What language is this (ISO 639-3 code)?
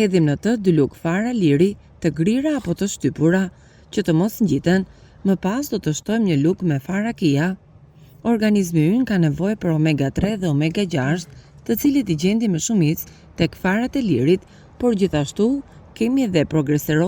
sqi